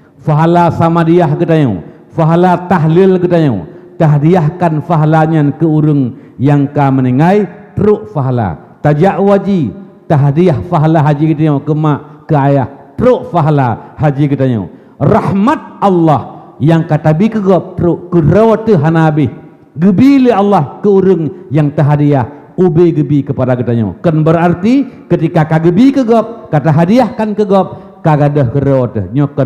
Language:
Achinese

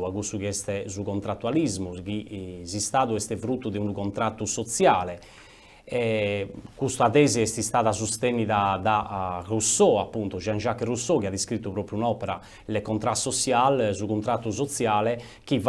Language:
Sardinian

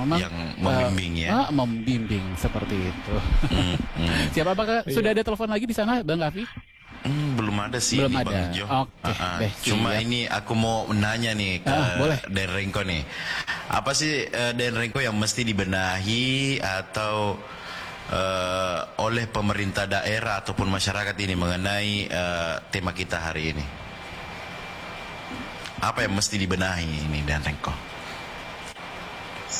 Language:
Indonesian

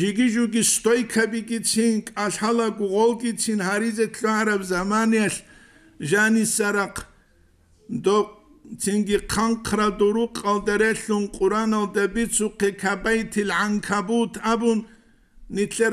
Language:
Avaric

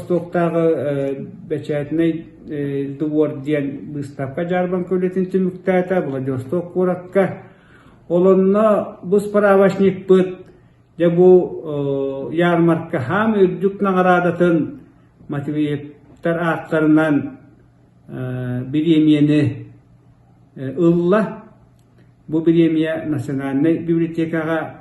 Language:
Yakut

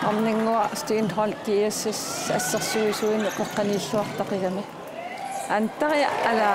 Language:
Kalaallisut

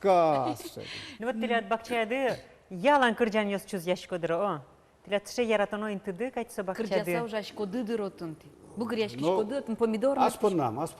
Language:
Udmurt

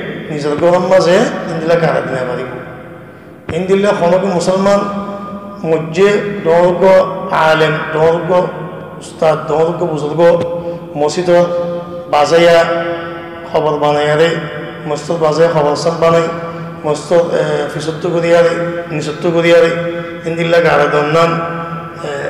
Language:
Rohingya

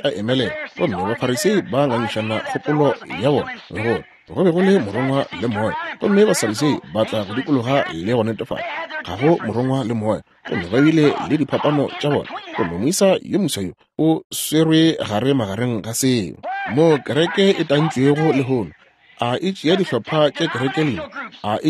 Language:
Northern Sotho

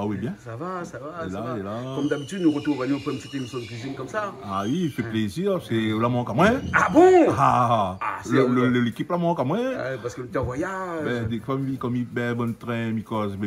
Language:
Réunion Creole French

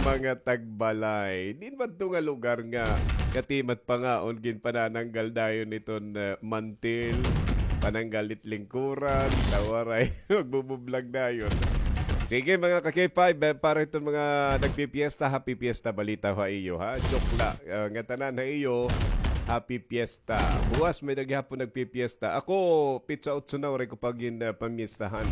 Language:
Waray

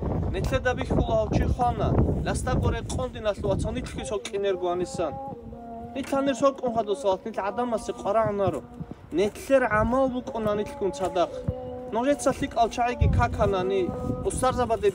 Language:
Avaric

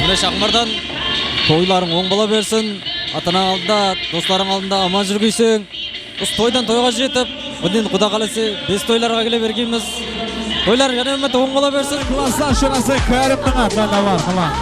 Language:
Kara-Kalpak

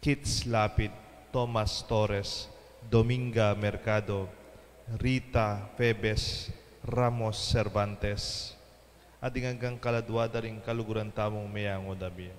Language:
Pampanga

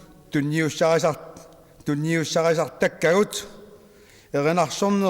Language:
Kalaallisut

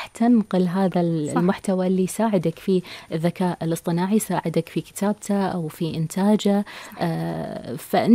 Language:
Gulf Arabic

